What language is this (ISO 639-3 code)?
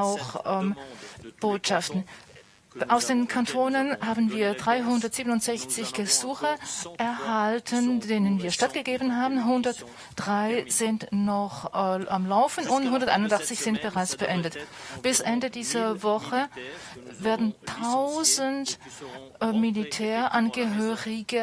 gsw